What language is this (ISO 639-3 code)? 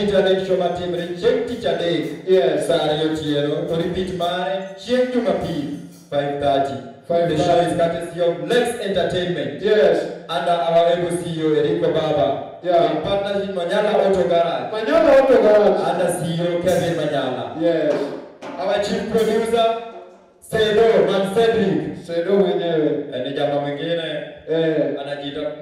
luo